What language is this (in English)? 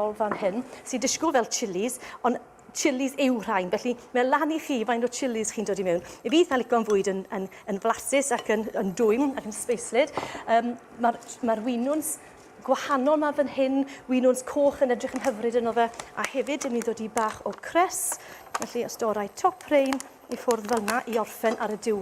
Welsh